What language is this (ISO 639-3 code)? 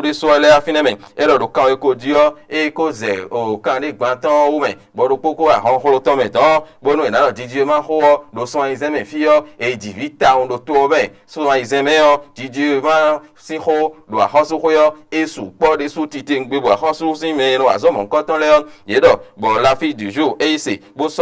fon